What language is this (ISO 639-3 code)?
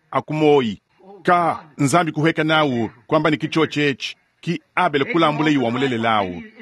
lua